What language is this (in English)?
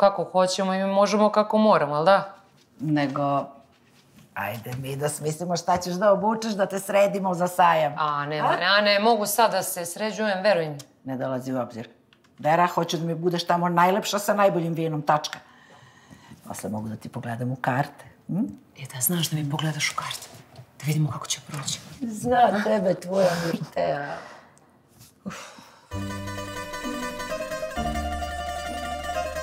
Serbian